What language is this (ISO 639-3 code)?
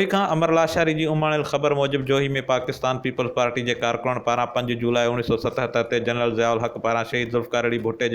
snd